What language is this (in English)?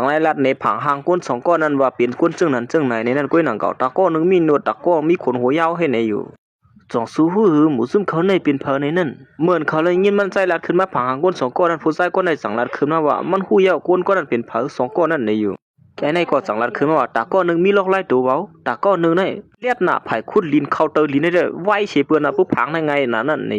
Shan